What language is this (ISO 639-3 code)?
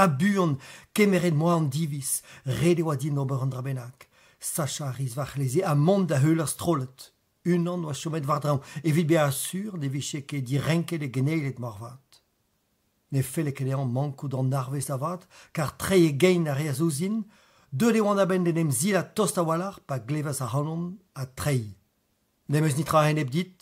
bre